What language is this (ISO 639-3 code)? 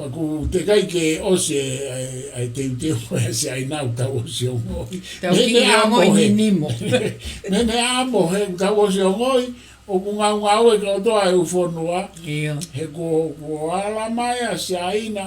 ton